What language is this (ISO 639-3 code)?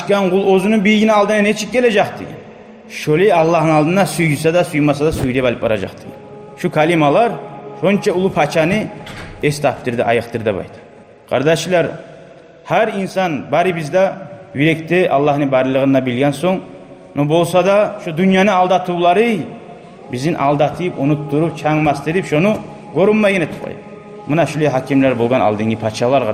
kum